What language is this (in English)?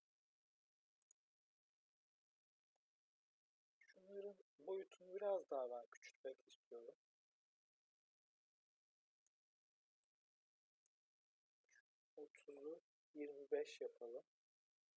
Turkish